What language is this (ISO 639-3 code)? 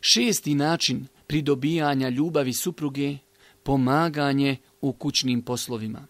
bos